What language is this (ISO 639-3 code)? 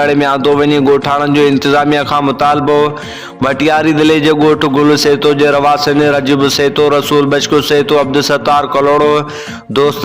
snd